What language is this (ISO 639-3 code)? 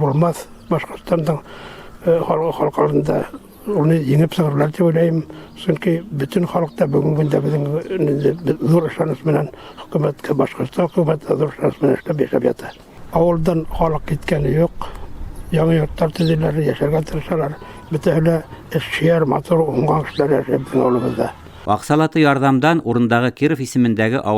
bak